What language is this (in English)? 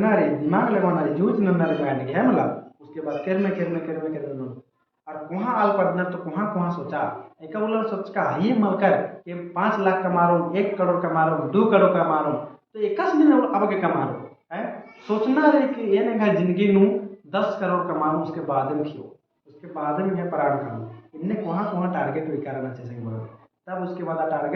Kurukh